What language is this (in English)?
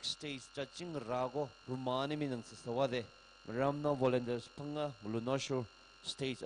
Tangkhul Naga (India)